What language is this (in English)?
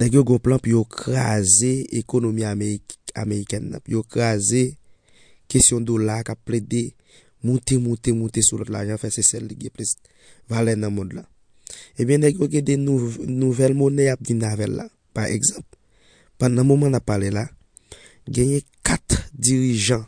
Haitian Creole